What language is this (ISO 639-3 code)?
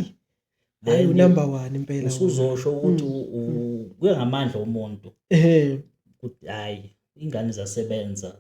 zul